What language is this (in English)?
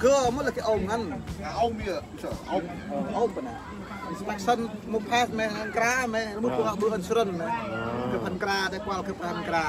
Central Mnong